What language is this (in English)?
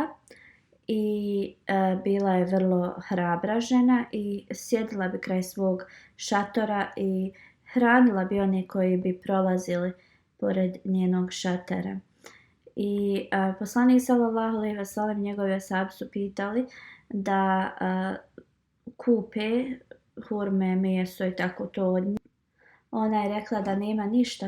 Bosnian